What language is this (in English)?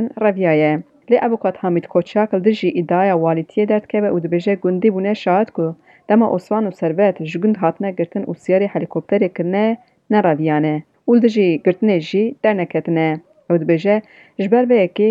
Kurdish